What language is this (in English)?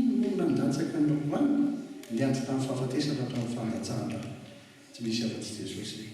Malagasy